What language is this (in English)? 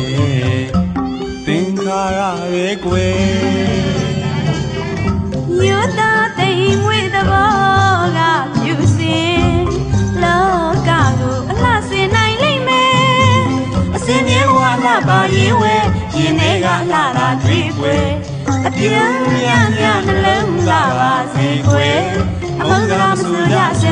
Burmese